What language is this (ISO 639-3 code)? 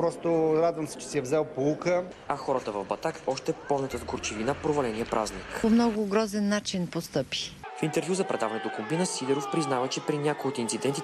bul